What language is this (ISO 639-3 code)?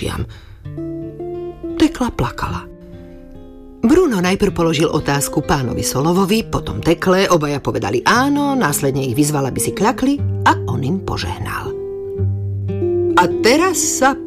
slk